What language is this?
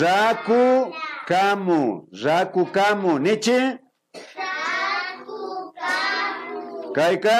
Imbabura Highland Quichua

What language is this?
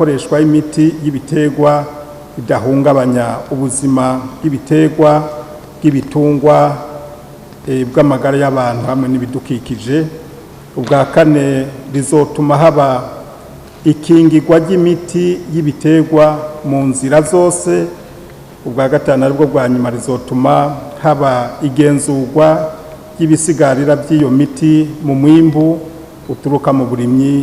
Rundi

